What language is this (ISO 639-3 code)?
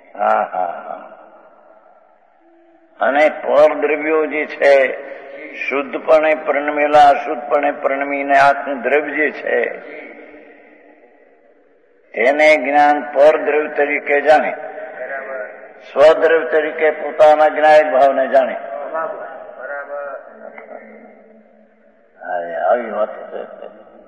guj